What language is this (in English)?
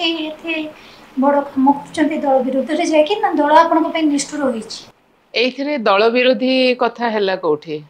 Odia